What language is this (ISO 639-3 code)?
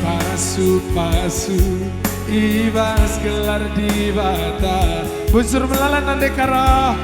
btx